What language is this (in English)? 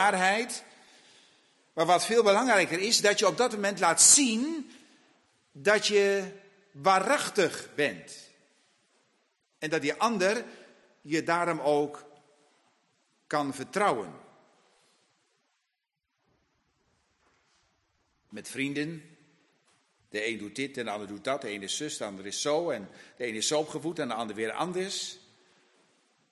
Dutch